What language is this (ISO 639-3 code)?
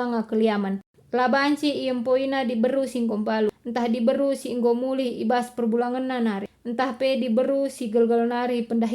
btx